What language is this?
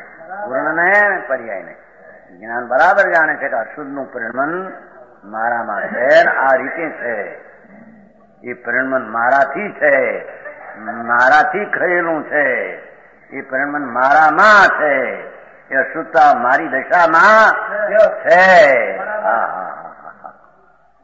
Gujarati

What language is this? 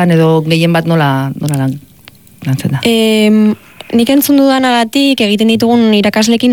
Basque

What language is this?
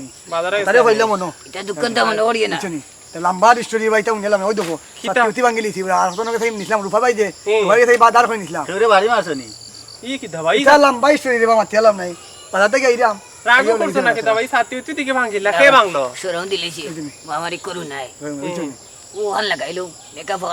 Sylheti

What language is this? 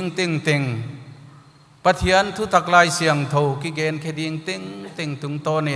Paite Chin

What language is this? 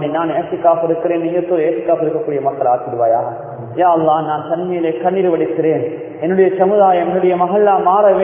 Tamil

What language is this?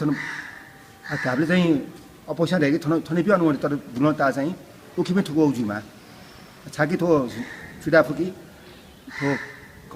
Newari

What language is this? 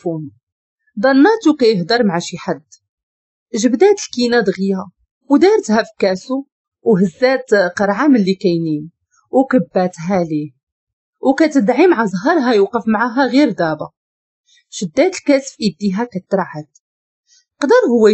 Moroccan Arabic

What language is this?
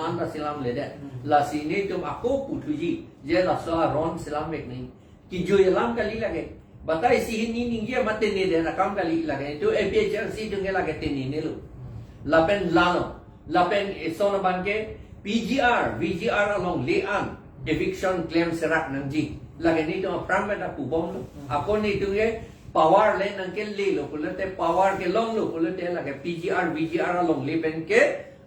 Karbi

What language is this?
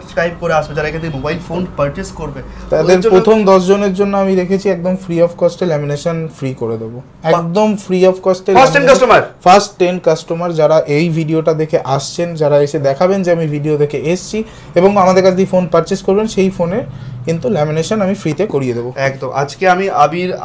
Bangla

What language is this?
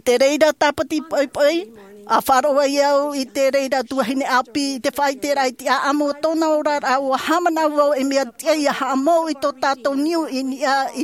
Tahitian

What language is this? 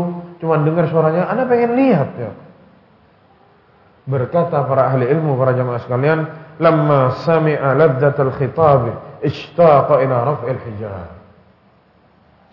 Indonesian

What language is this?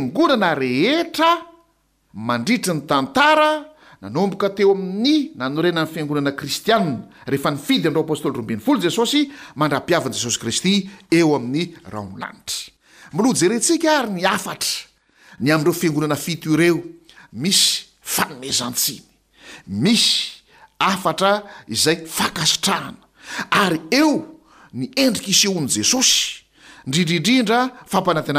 Malagasy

